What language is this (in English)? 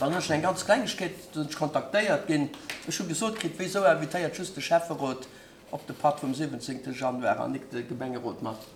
Luxembourgish